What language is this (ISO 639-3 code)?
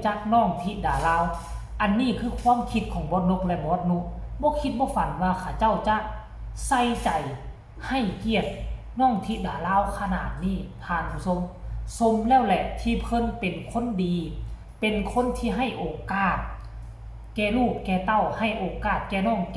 lao